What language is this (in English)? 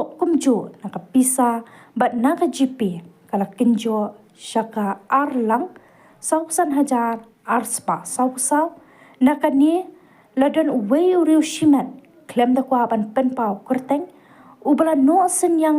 Khasi